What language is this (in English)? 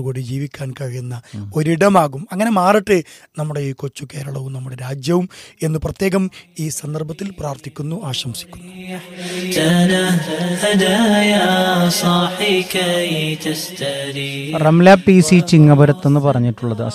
Malayalam